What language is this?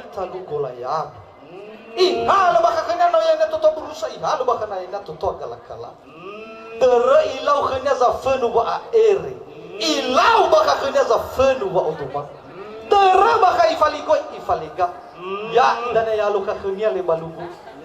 Nias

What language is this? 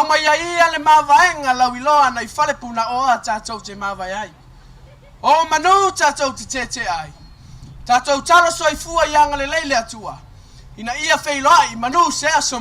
Samoan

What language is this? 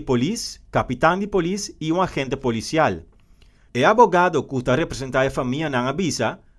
Papiamento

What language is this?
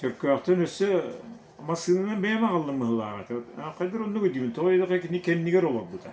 Yakut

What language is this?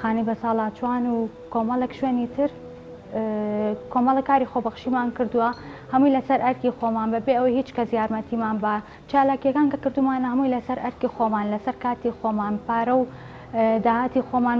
Central Kurdish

